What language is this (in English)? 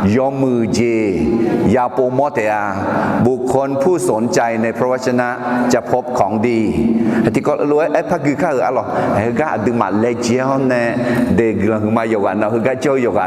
Akha